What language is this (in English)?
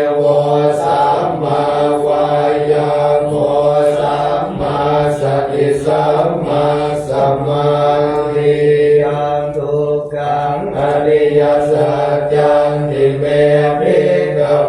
Pali